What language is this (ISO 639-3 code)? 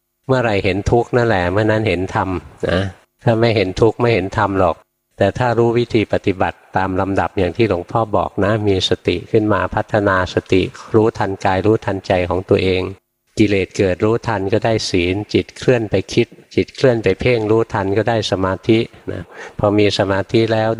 tha